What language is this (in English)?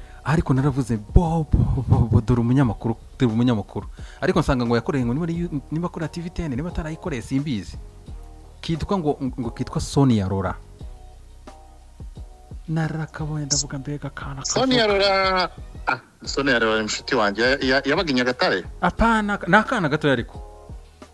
Kinyarwanda